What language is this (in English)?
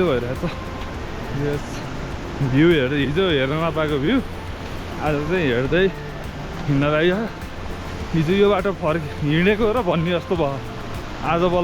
Nepali